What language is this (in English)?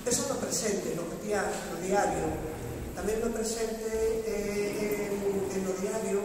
Galician